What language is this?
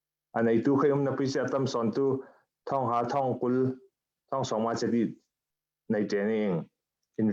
Falam Chin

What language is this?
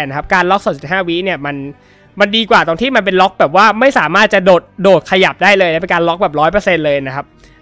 Thai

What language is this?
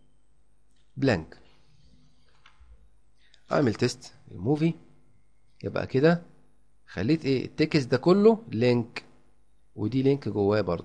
Egyptian Arabic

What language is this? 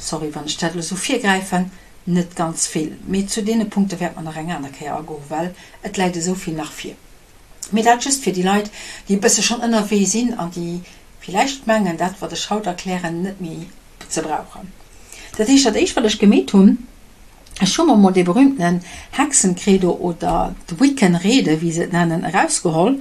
Luxembourgish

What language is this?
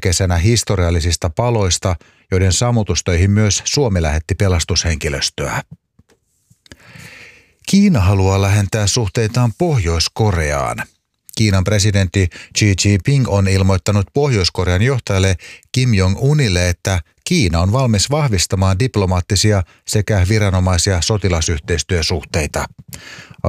Finnish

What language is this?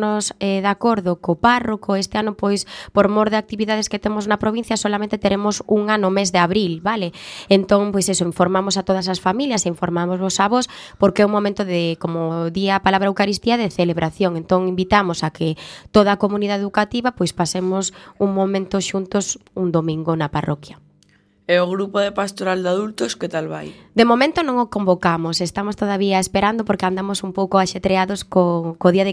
Galician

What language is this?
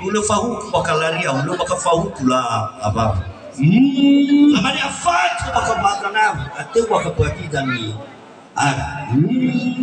Nias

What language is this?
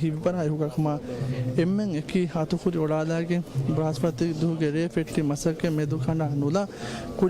Divehi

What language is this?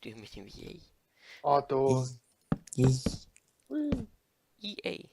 Swiss German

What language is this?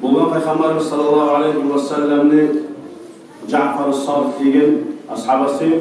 Kumyk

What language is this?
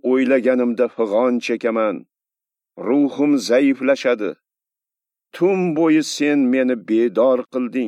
Uzbek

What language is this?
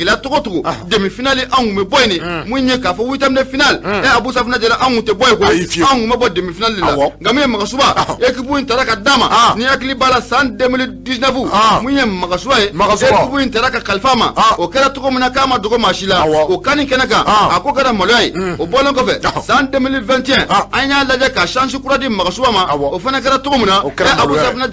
Bambara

